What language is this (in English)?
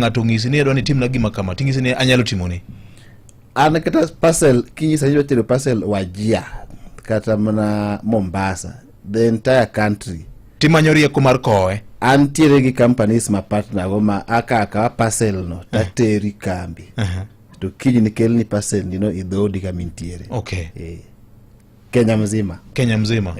Luo (Kenya and Tanzania)